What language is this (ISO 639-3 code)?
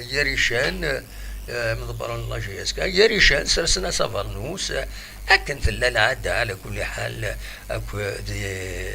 kab